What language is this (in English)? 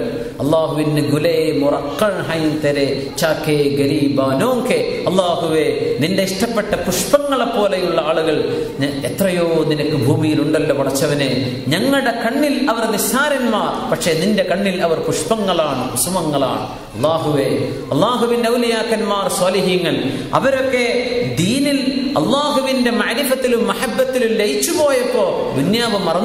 Malayalam